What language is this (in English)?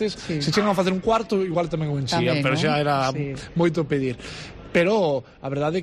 Galician